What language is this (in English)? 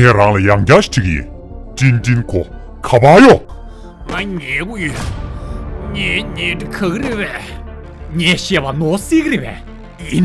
Tibetan